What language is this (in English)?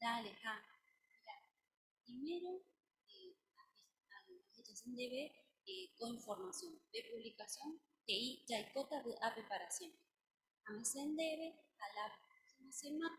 Guarani